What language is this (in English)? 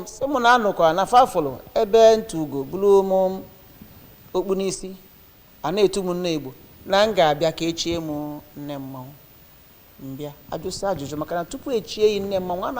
Igbo